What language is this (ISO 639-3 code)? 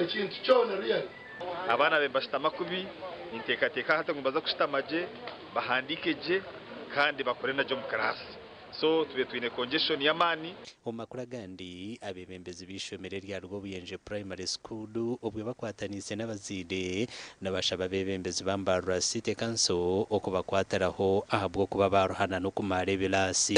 nyn